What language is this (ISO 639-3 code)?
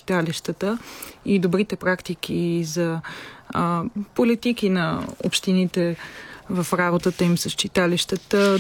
bul